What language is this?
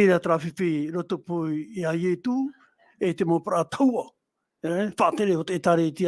Tahitian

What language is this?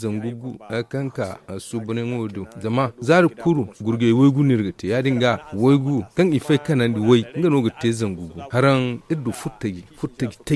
Zarma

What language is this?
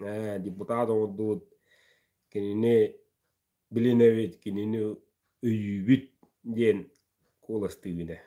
Yakut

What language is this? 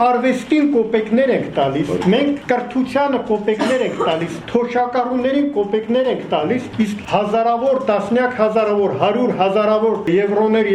Armenian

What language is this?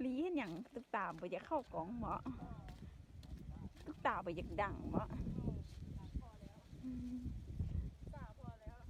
Lao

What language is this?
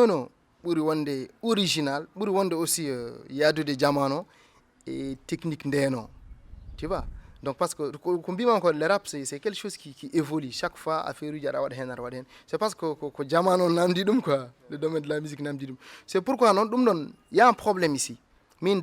Fula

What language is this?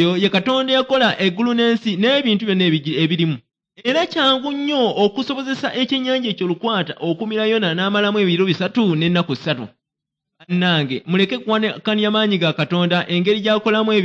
Ganda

